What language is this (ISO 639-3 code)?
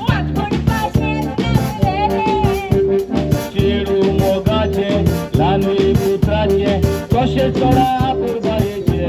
kok